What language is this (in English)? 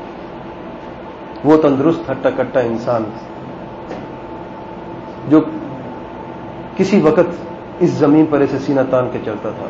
Urdu